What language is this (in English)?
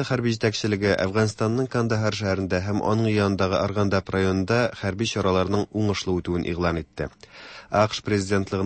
Tatar